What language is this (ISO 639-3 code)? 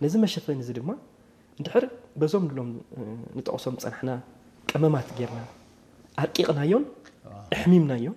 tir